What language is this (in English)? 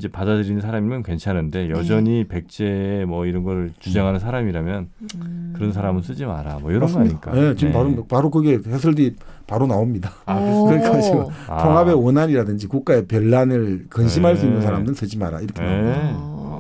Korean